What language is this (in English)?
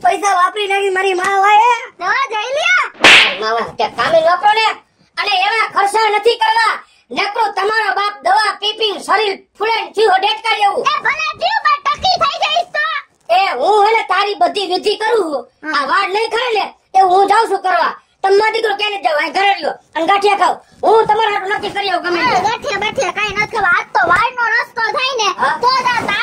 Gujarati